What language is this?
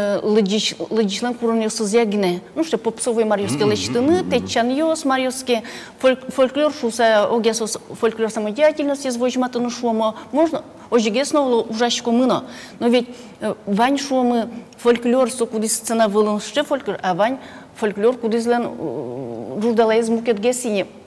Udmurt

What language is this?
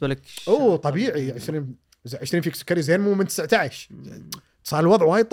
Gulf Arabic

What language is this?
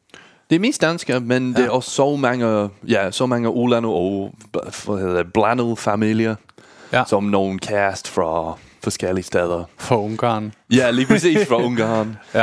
Danish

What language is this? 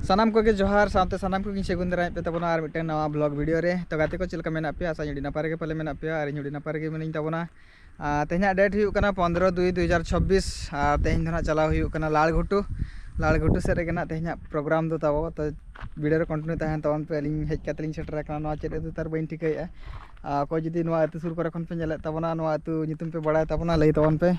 Santali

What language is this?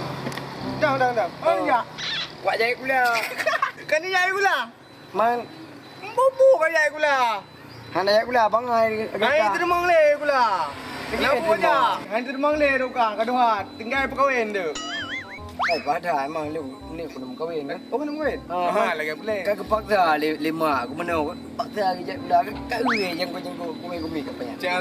Achinese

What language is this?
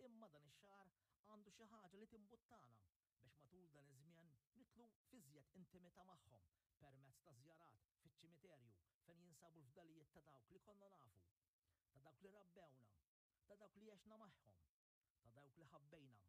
Maltese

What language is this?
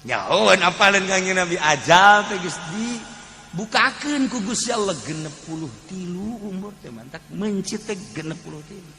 Sundanese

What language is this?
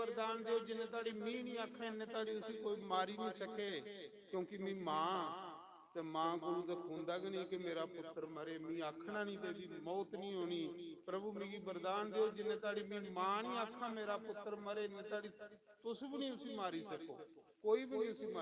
Dogri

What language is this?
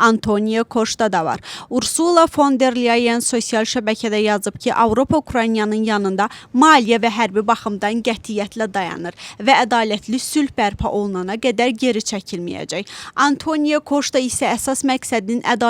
Azerbaijani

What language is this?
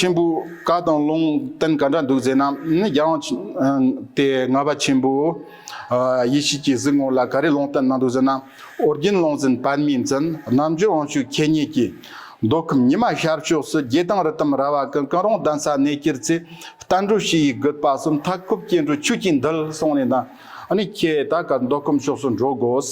Tibetan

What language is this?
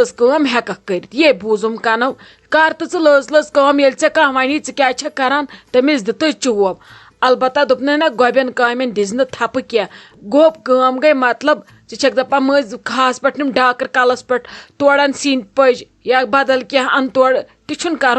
Kashmiri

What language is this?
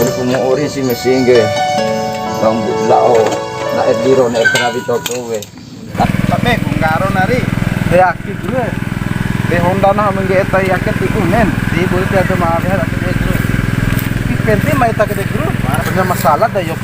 Bima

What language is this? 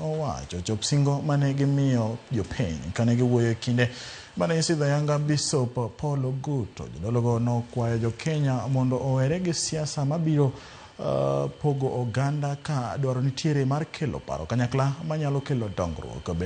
Luo (Kenya and Tanzania)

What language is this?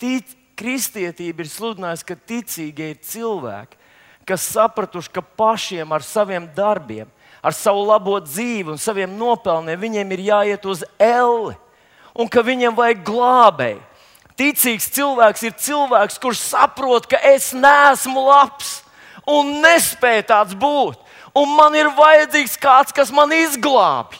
Latvian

